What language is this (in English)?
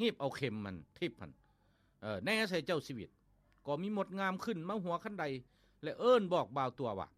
Lao